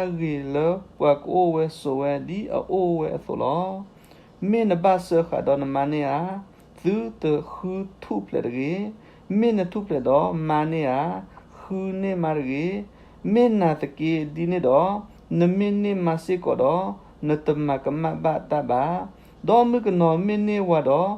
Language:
S'gaw Karen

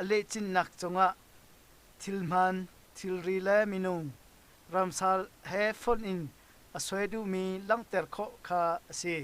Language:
Hakha Chin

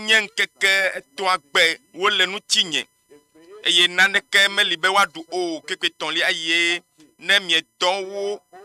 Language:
Ewe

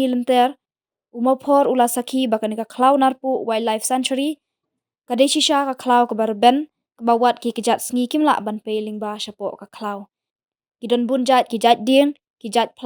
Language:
Khasi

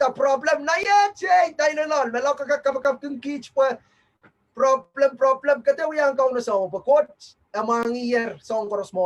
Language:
Pohnpeian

